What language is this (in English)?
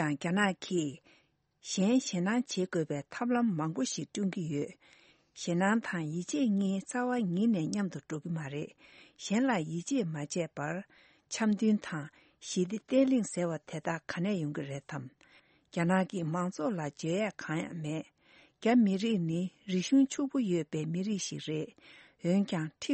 Tibetan